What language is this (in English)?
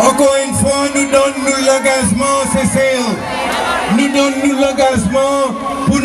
Seselwa Creole French